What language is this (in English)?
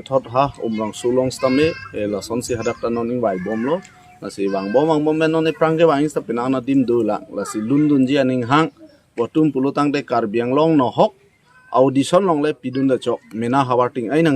Karbi